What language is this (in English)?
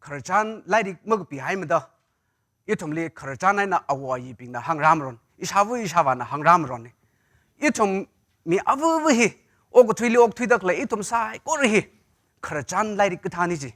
Tangkhul Naga (India)